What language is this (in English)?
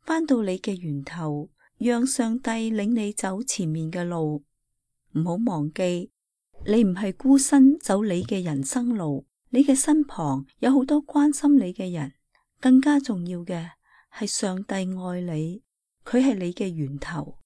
Cantonese